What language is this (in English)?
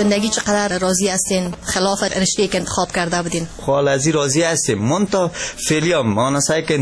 Persian